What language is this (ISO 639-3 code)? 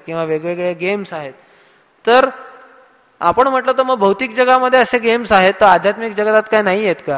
mar